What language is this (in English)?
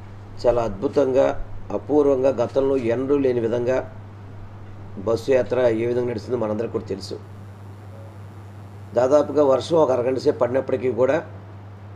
Telugu